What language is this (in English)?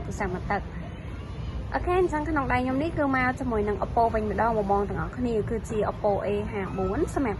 Khmer